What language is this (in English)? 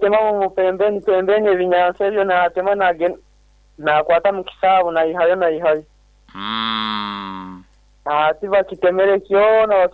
Nyoro